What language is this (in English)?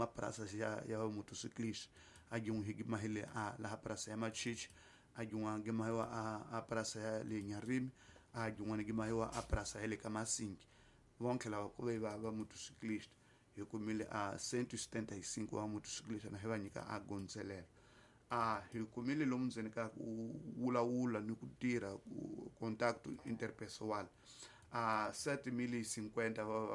Tsonga